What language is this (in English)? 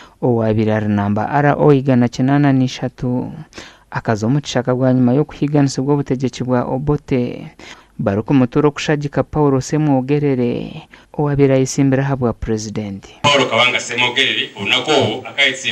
Nyankole